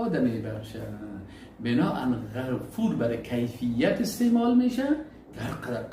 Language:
Persian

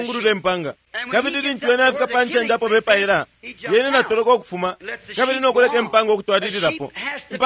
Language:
Bemba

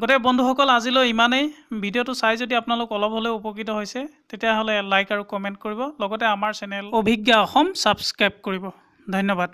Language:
Assamese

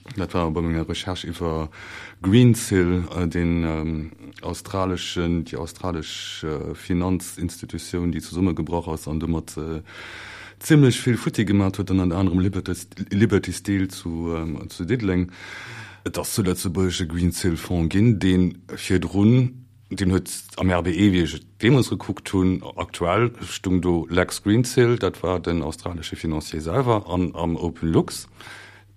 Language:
Luxembourgish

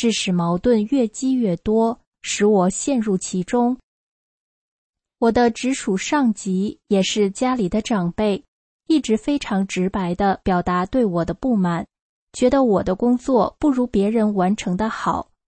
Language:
Chinese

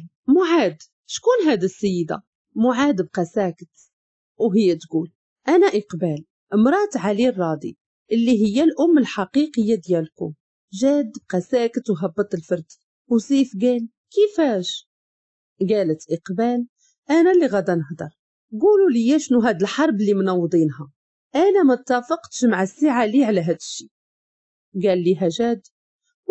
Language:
Moroccan Arabic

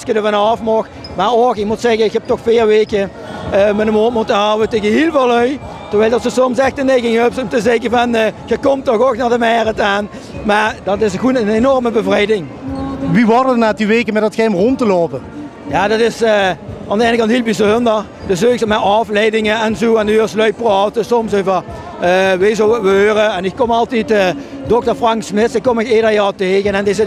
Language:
Limburgish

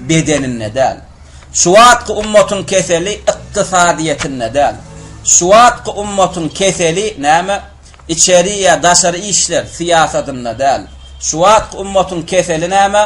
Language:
Turkmen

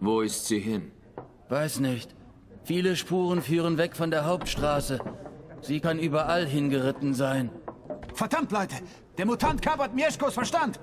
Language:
Swiss German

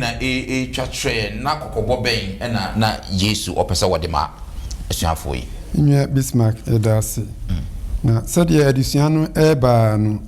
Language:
Akan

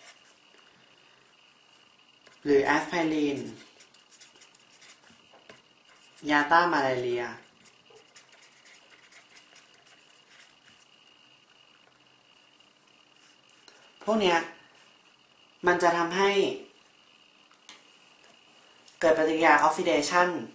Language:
Thai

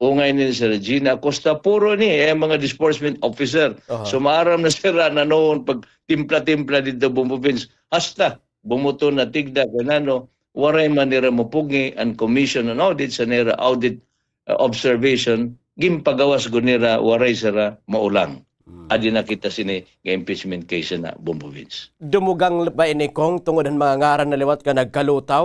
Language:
Waray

